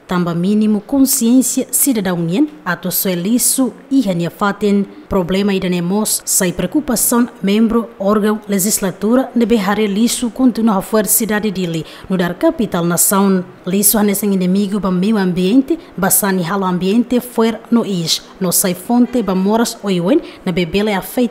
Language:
Tetum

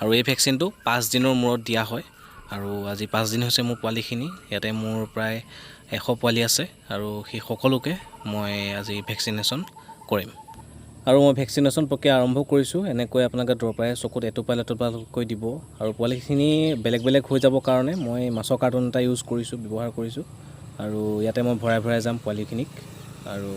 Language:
Assamese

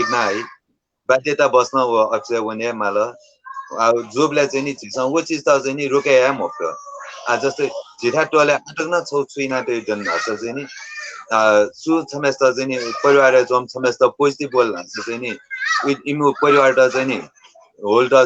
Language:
Newari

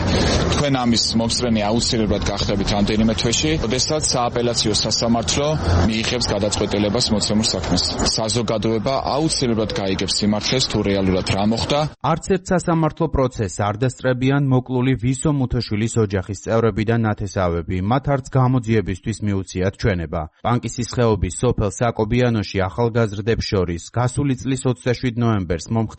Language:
Georgian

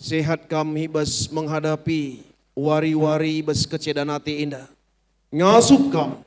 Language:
Batak Karo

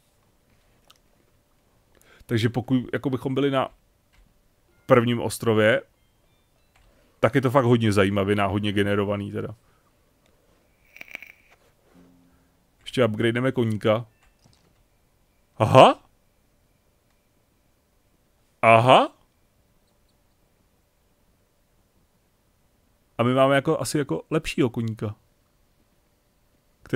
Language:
Czech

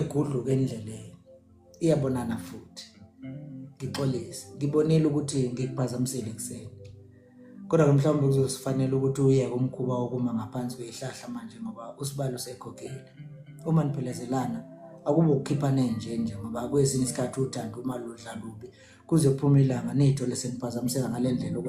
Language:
Zulu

